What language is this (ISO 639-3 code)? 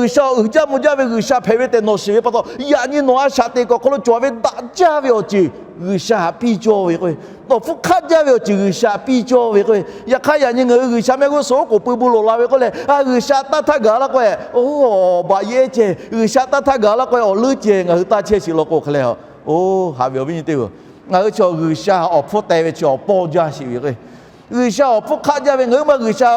lhu